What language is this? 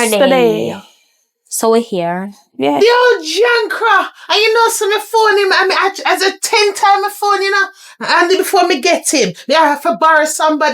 Jamaican Creole English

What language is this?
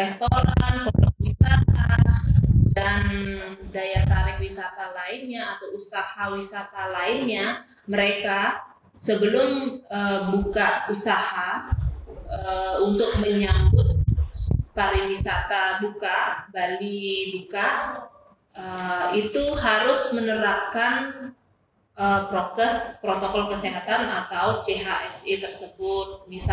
Indonesian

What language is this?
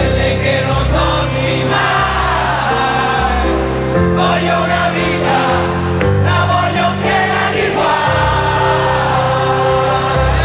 Italian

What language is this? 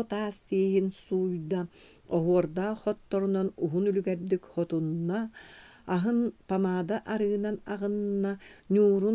Yakut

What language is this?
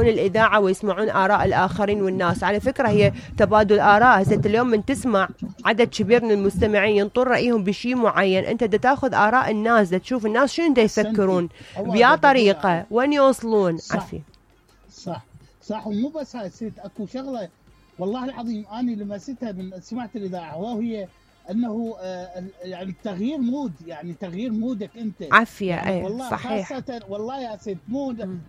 Mesopotamian Arabic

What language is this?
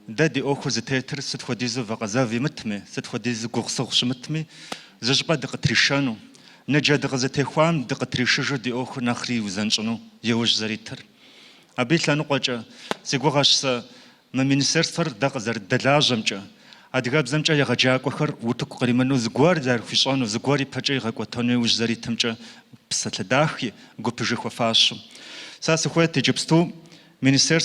Kabardian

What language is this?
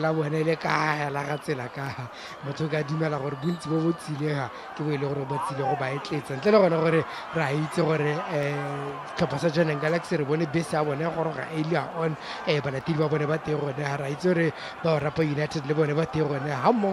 Tswana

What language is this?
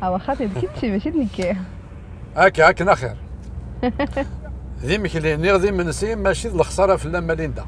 Kabyle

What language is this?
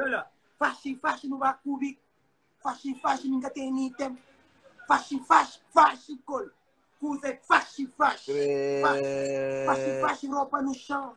Kabuverdianu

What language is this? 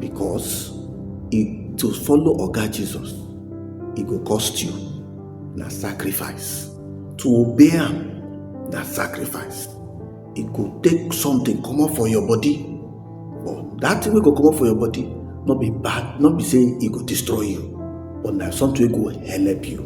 Nigerian Pidgin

